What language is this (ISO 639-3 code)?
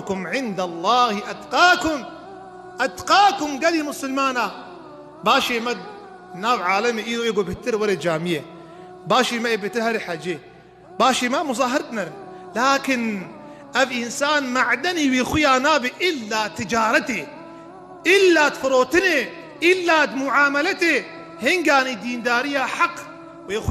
kur